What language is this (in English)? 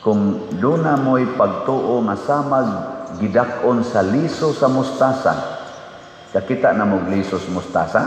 Cebuano